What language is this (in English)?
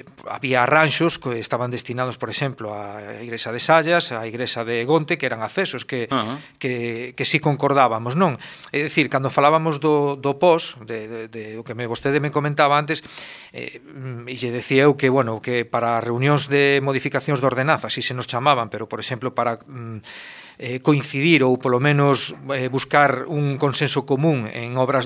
Galician